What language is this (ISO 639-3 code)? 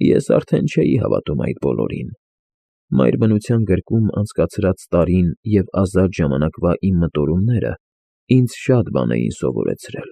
hye